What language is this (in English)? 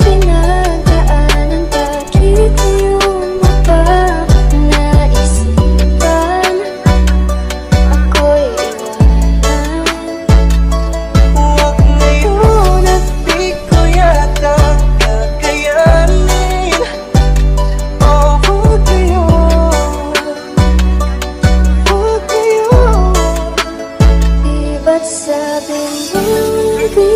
Filipino